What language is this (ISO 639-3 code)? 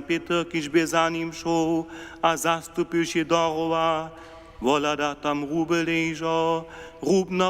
hsb